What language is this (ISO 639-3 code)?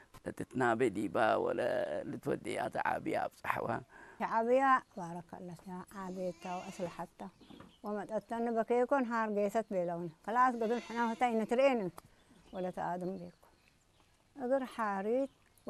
tir